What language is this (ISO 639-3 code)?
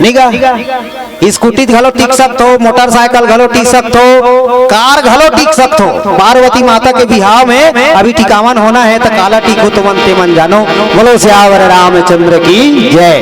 hne